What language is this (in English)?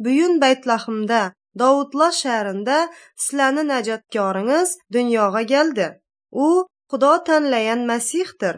Uyghur